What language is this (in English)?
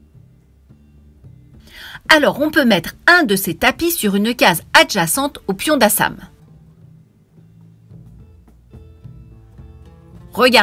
French